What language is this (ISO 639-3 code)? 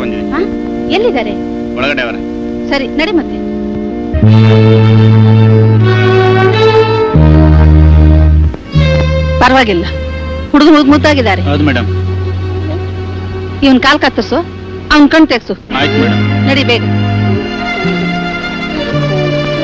kan